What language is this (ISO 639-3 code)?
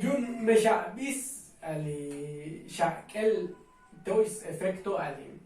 tzo